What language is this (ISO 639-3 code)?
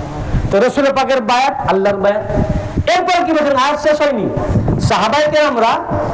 ben